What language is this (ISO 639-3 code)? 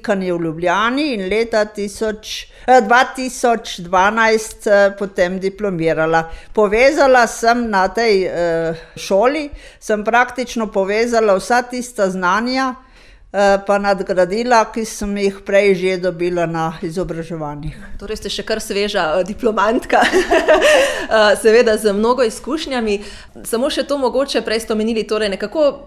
slv